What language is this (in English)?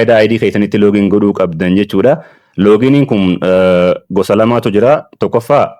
Oromo